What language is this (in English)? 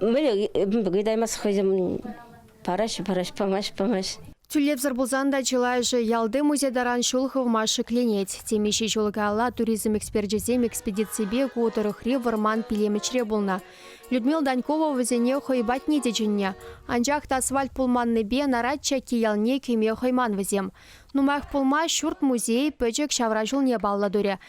Chuvash